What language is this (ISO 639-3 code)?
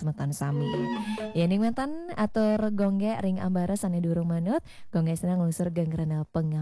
ban